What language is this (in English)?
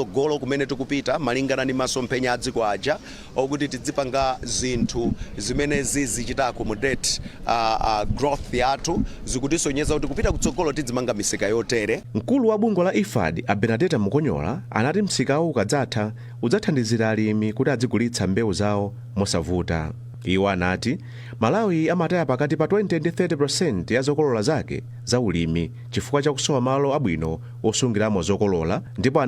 Nyanja